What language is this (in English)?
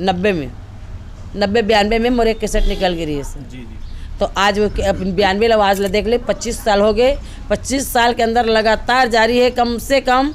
Chhattisgarhi